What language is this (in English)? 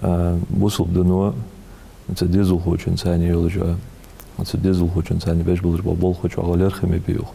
Ingush